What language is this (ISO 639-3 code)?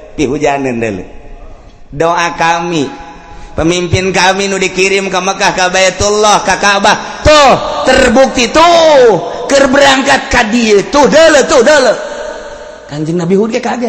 sun